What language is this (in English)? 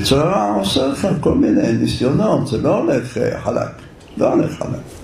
Hebrew